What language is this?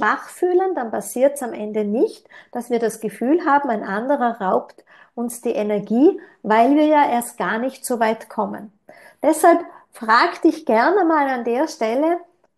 German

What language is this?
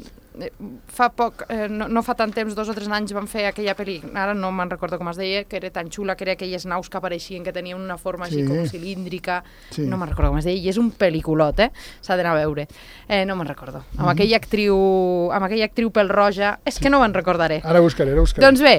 Catalan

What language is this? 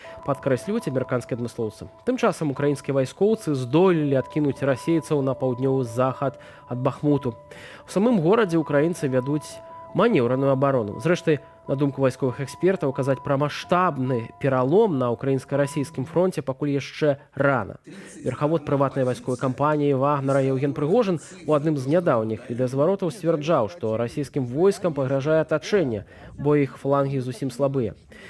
Belarusian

